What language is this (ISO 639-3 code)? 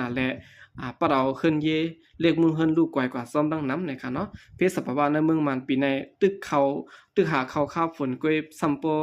shn